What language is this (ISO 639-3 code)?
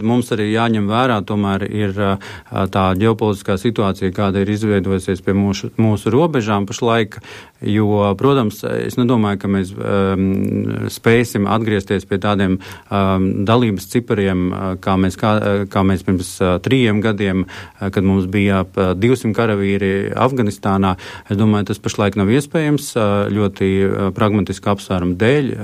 lav